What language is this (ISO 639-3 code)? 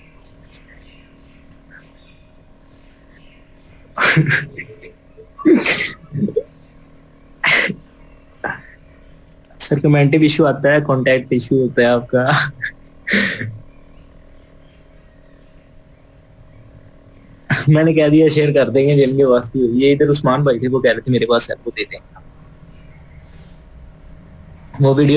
hin